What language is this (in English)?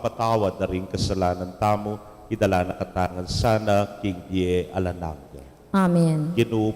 Pampanga